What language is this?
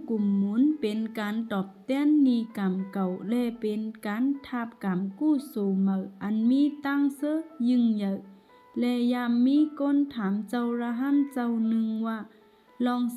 Shan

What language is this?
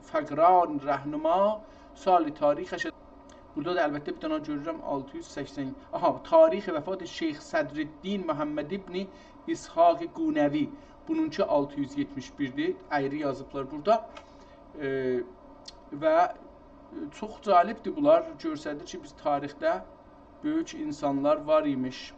South Azerbaijani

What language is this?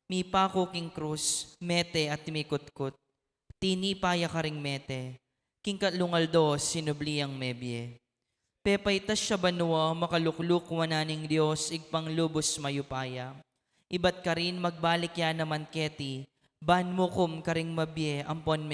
Pampanga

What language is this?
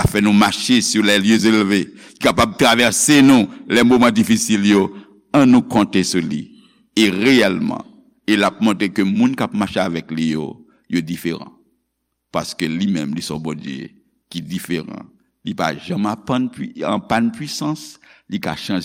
Haitian Creole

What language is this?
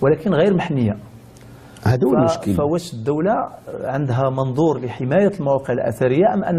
Moroccan Arabic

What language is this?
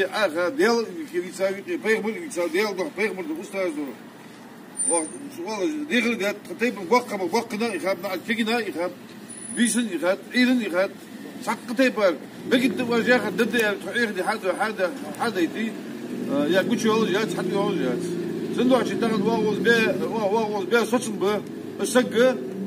Ingush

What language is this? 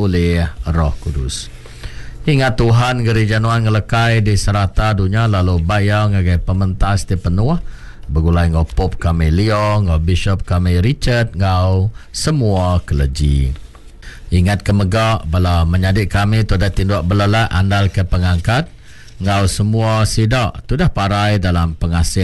Iban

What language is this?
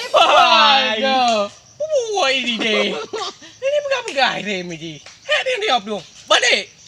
Achinese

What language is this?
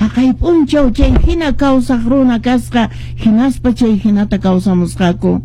Quechua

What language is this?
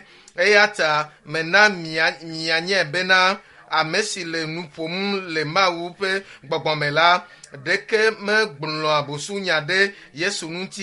Ewe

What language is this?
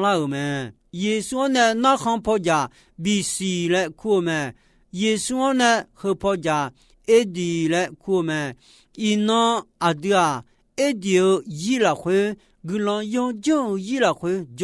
Akha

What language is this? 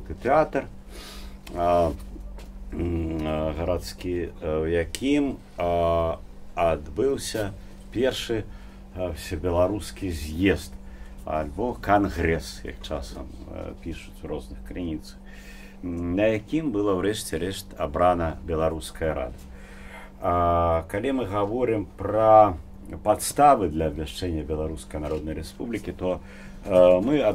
Belarusian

